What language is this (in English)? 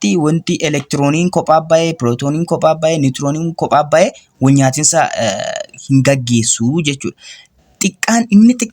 Oromo